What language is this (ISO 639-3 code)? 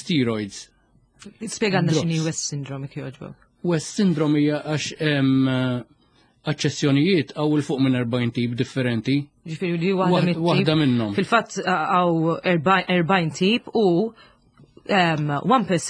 mlt